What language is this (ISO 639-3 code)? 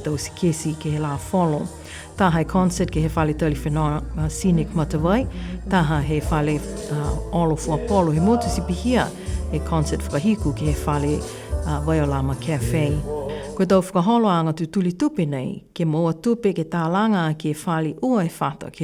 niu